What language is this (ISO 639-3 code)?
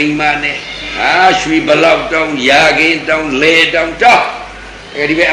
mya